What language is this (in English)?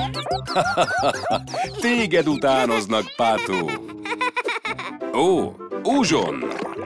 Hungarian